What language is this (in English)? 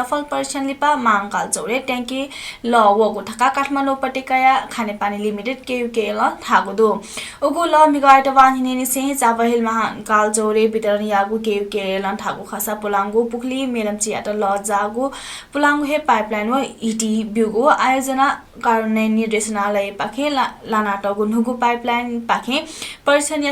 Newari